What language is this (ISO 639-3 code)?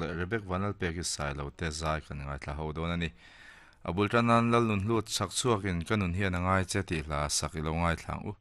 lus